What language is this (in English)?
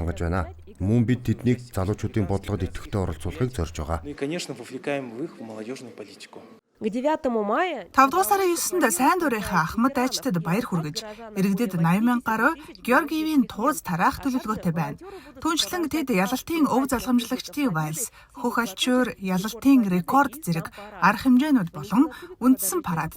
Mongolian